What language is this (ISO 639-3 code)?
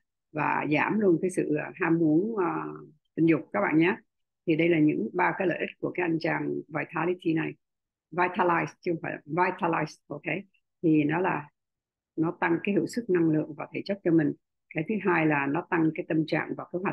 vie